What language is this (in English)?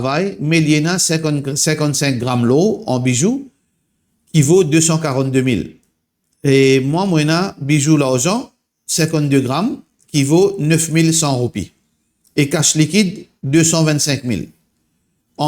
Morisyen